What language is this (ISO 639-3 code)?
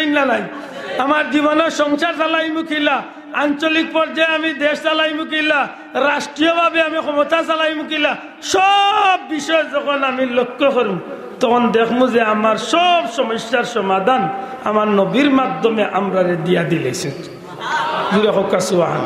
syl